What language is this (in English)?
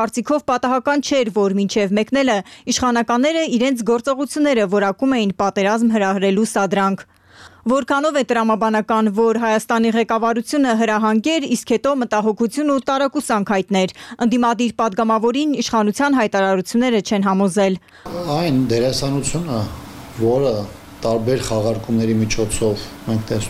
Armenian